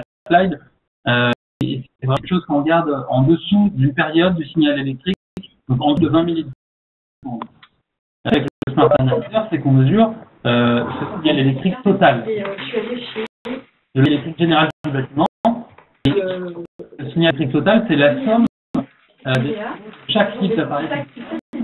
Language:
French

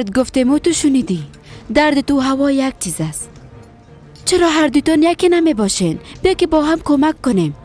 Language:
Persian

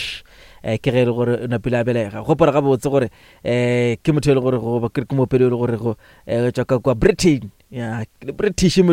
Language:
Northern Sotho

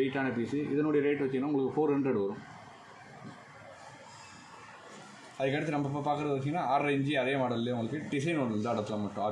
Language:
Tamil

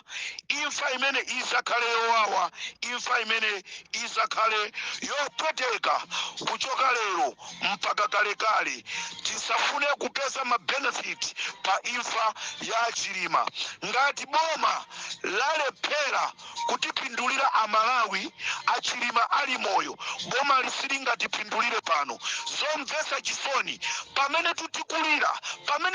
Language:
Nyanja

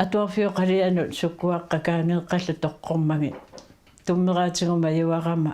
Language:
Kalaallisut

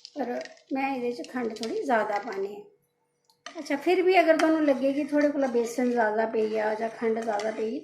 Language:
Dogri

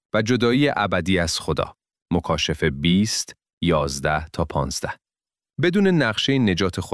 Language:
Persian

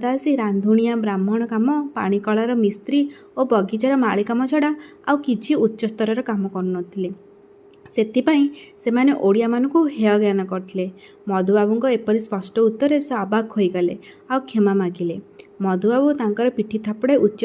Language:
Odia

